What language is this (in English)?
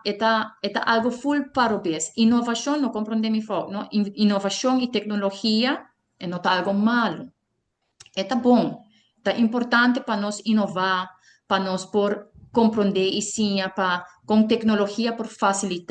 Papiamento